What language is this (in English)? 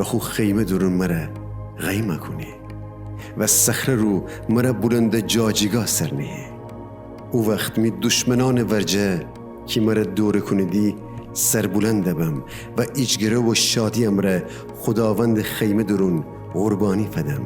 Gilaki